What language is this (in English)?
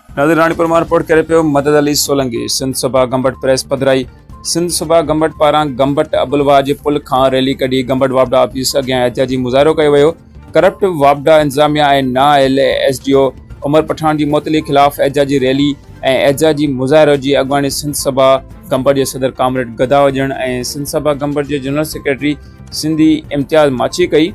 Sindhi